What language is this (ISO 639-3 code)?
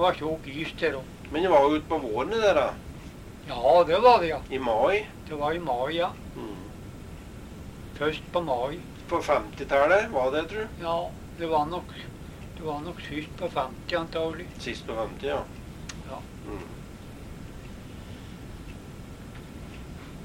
nor